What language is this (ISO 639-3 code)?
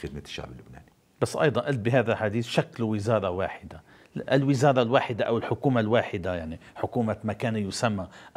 apc